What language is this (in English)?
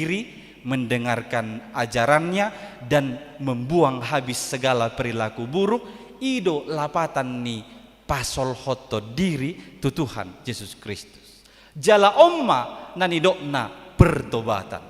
Batak Toba